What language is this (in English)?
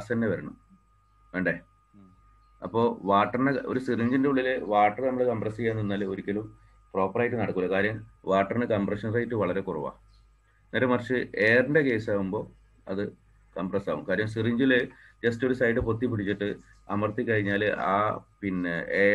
Malayalam